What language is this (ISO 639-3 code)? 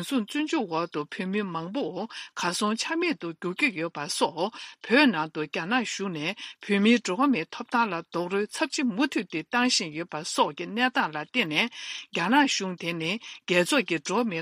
bod